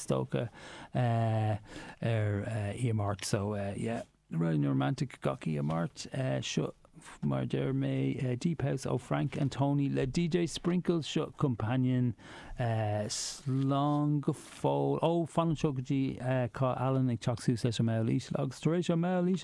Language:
Irish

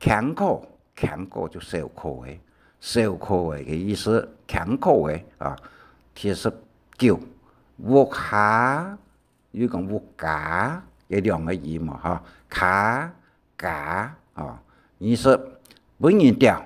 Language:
Hakka Chinese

